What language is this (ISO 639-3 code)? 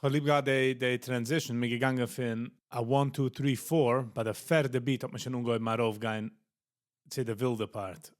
yid